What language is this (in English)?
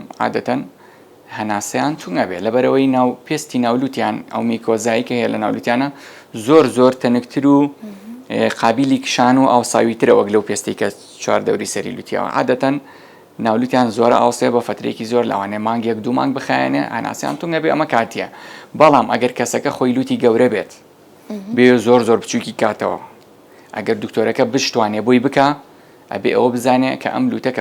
Central Kurdish